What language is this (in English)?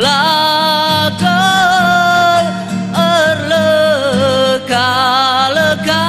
Batak Karo